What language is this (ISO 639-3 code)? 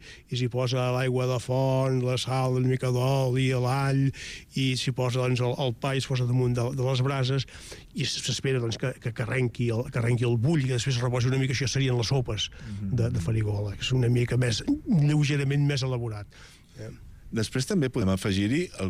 cat